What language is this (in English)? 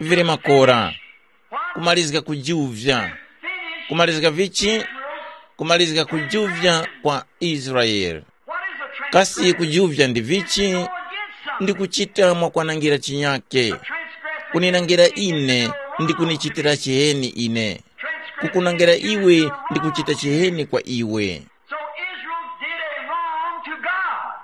Tumbuka